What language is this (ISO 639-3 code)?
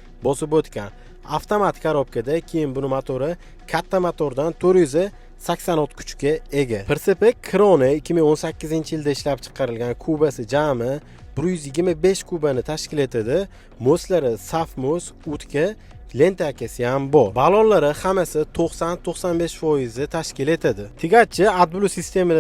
uzb